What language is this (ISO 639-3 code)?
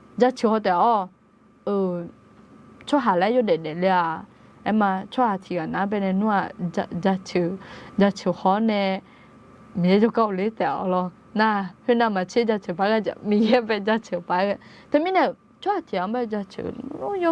ahk